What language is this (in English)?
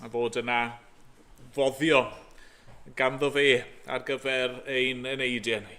Welsh